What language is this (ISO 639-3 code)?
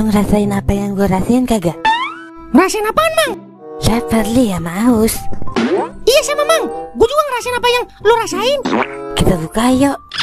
bew